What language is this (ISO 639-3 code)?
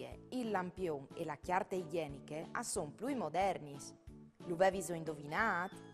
fur